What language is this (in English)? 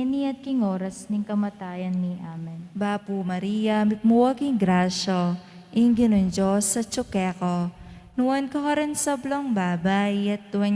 Pampanga